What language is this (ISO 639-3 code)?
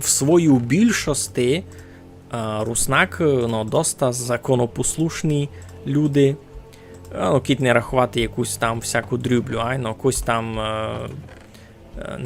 rue